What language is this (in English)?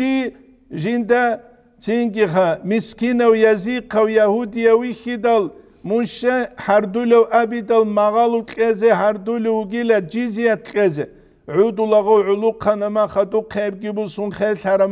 Avaric